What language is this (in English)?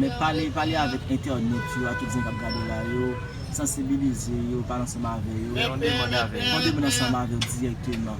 Haitian Creole